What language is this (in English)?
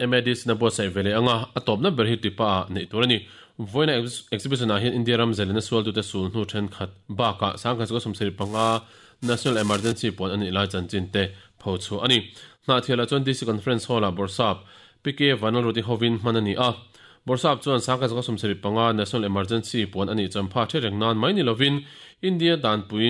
Mizo